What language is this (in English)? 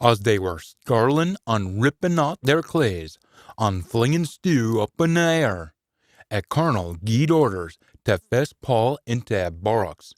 Scots